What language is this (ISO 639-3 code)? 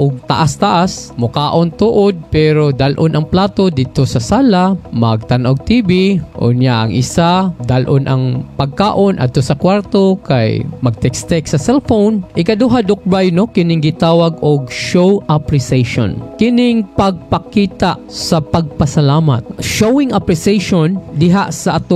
ceb